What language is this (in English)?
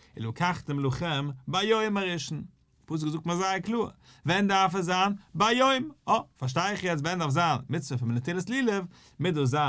Yiddish